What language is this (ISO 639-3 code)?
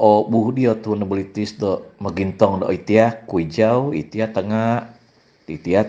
dtp